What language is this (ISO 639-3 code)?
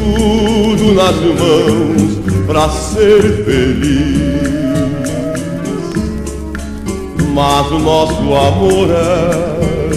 por